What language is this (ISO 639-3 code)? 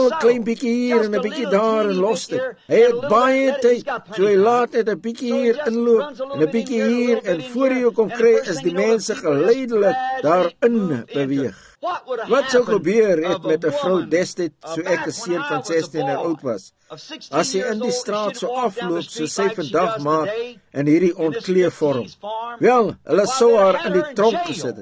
afr